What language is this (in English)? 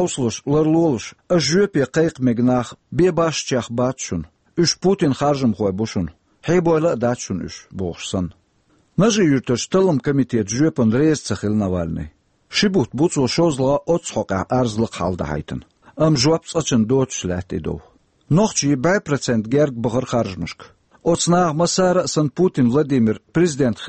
Chechen